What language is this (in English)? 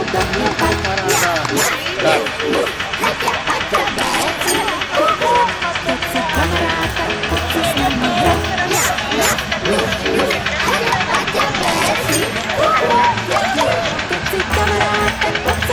Slovak